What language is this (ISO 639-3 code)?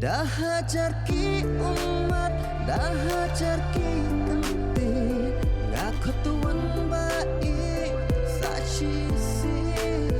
kha